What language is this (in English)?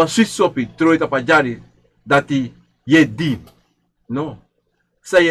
Sranan Tongo